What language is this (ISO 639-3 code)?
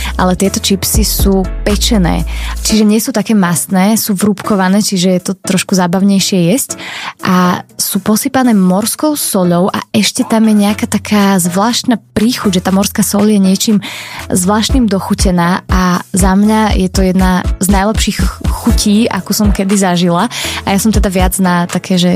slk